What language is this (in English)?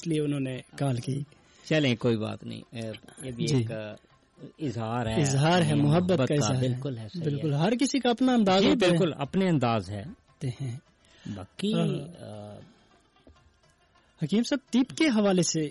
Urdu